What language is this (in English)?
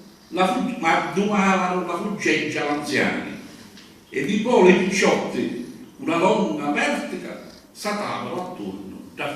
Sicilian